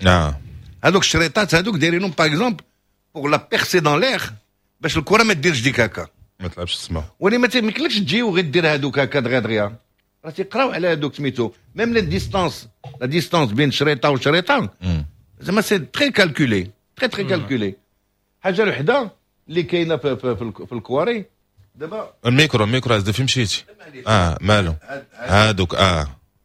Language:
Moroccan Arabic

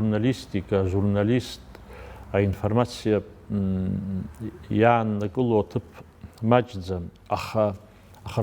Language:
Abkhazian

